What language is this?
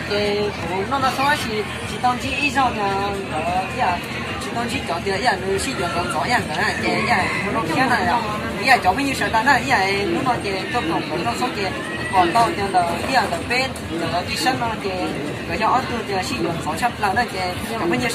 Hmong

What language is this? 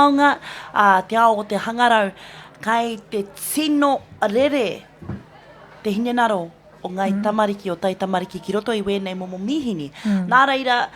Māori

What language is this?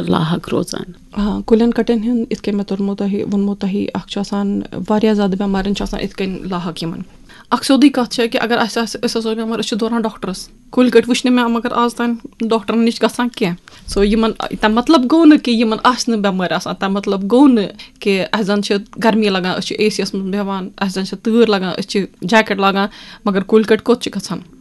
Kashmiri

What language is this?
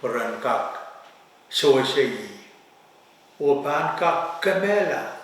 Pohnpeian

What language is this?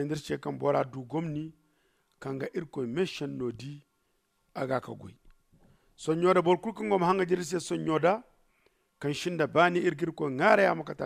Zarma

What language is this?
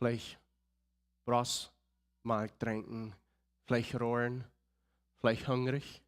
Plautdietsch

